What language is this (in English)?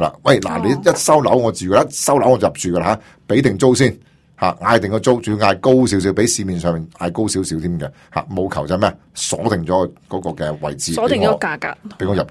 Cantonese